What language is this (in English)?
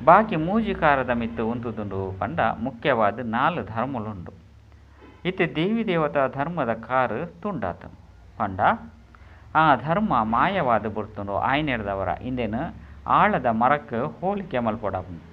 Tulu